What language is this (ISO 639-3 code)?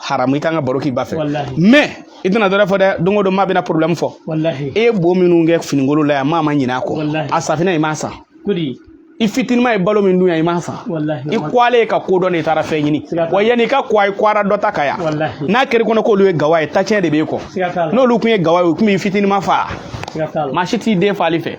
bam